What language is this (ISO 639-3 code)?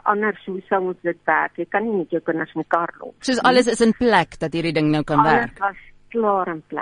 afr